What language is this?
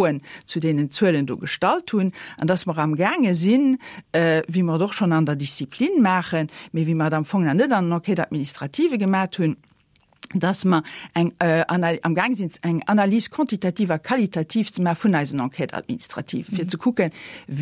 Luxembourgish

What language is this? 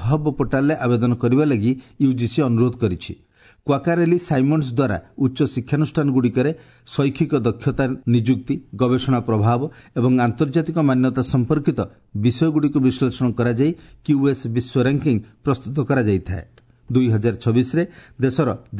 Odia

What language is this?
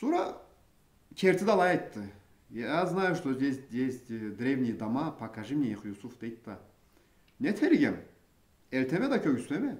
Karachay-Balkar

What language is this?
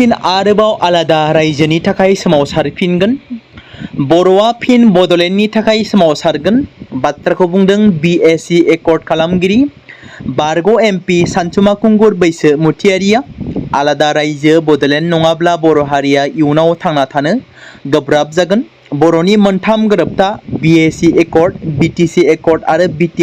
Bodo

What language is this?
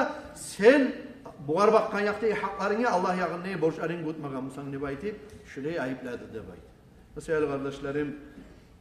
Kumyk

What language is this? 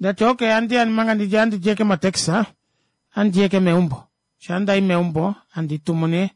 Kuanyama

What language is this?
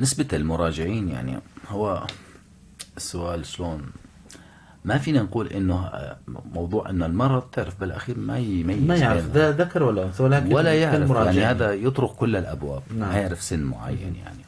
North Levantine Arabic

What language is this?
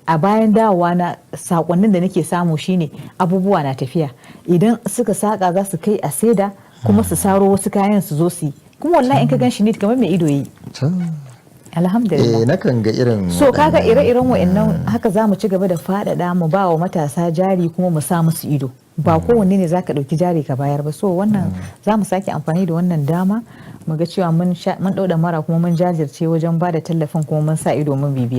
Hausa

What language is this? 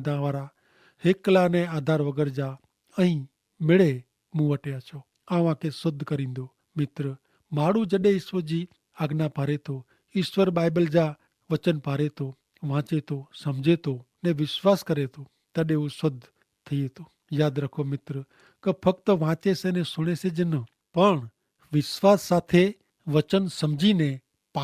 Kachhi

